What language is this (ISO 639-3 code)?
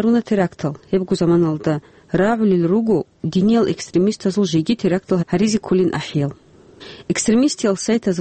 ava